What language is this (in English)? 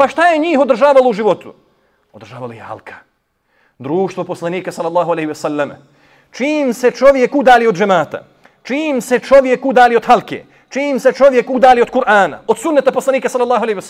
Bosnian